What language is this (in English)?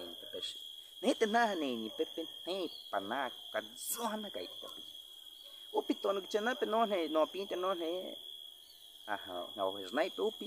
Baniwa